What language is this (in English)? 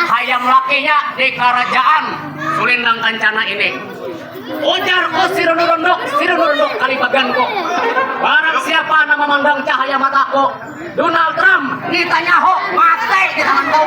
Banjar